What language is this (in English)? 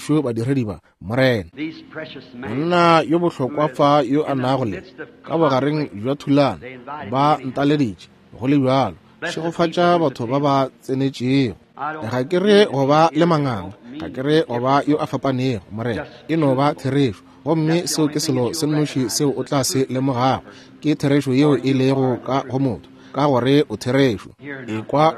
Northern Sotho